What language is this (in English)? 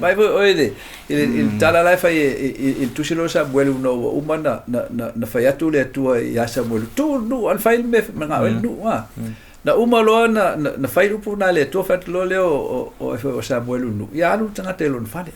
Samoan